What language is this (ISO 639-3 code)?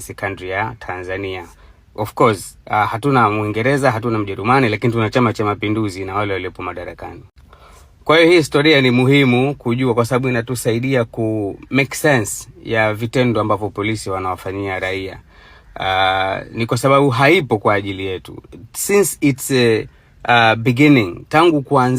swa